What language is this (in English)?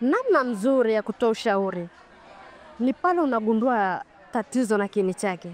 Swahili